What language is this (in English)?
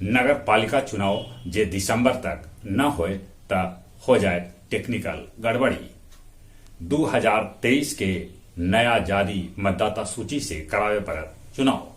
Magahi